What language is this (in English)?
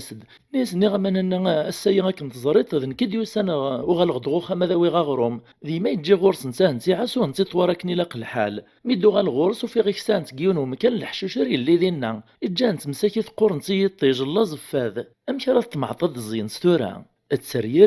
Kabyle